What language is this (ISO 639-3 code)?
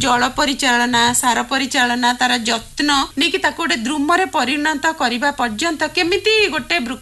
ori